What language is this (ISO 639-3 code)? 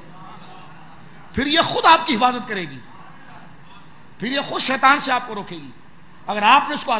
urd